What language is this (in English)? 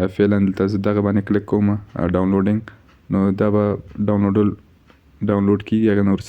Pashto